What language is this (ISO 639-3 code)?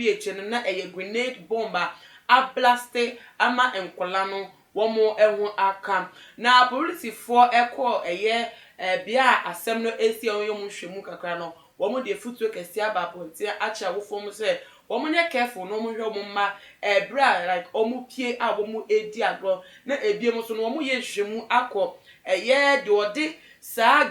aka